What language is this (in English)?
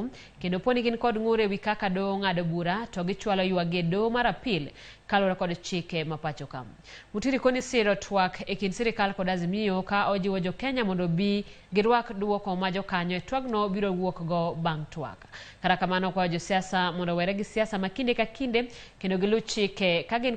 Luo (Kenya and Tanzania)